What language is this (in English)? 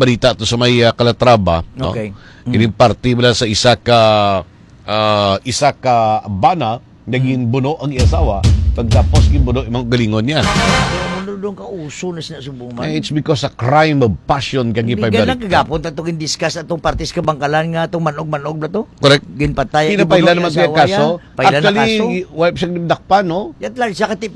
Hiligaynon